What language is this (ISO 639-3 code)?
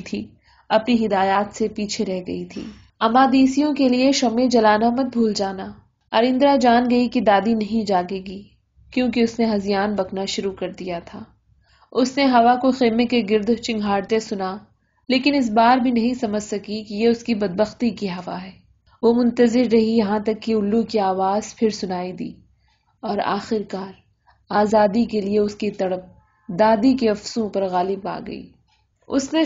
urd